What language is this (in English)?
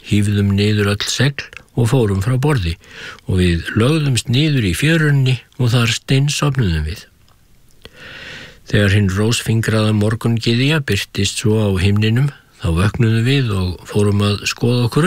Icelandic